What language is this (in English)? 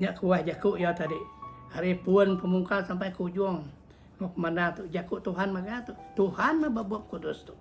Iban